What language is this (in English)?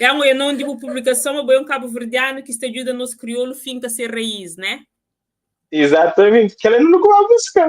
Kabuverdianu